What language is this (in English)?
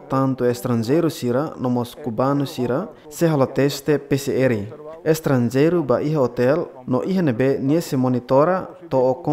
Tetum